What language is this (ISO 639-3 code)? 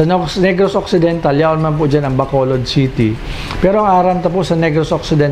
bik